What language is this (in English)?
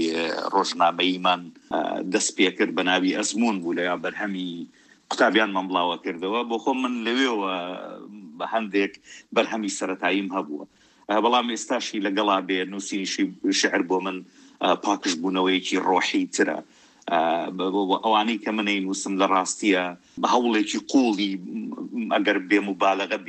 Central Kurdish